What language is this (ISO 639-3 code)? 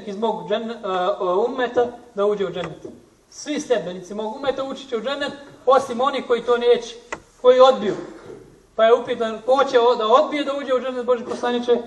bos